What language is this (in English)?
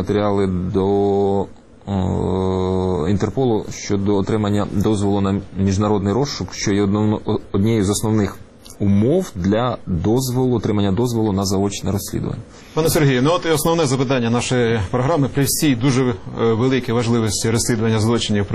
Ukrainian